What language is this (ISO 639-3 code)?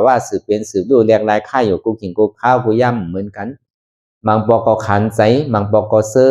shn